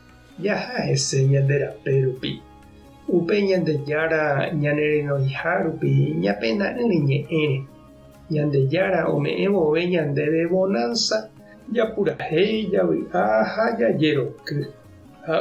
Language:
Guarani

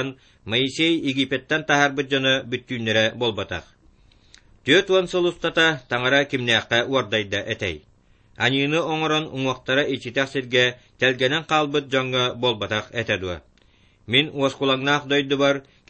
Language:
Yakut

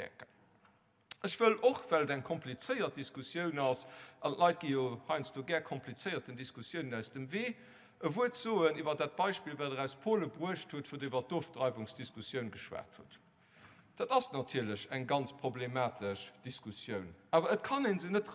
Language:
Luxembourgish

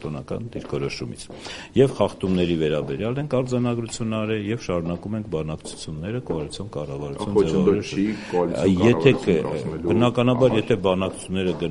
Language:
Armenian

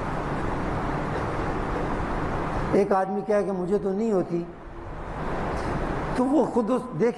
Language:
Urdu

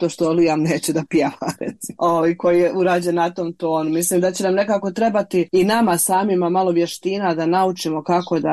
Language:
Serbian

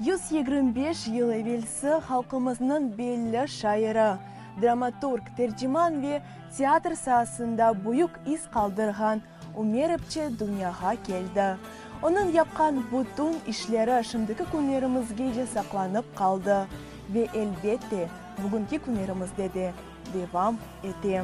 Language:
Crimean Tatar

